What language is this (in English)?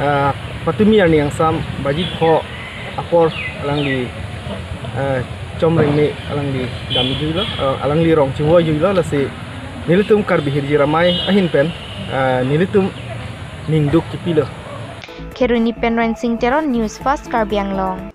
Karbi